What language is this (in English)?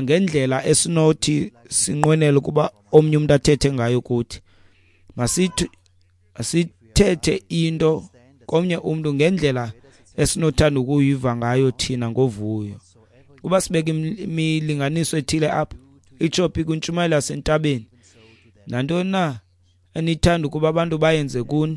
Xhosa